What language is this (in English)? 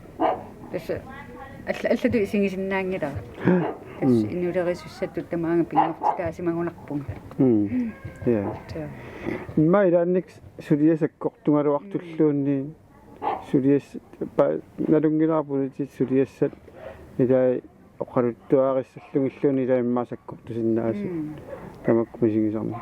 Kalaallisut